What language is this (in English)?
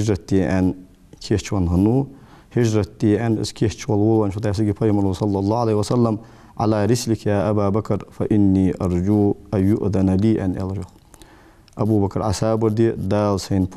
Ingush